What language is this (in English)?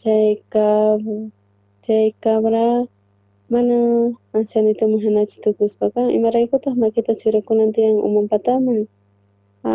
South Bolivian Quechua